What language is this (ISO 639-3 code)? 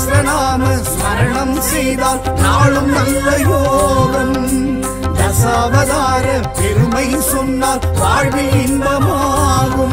tam